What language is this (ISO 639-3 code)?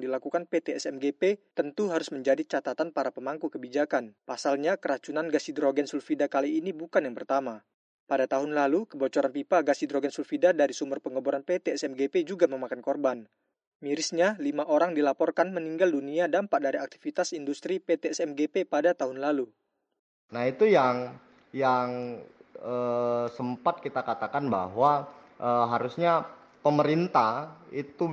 ind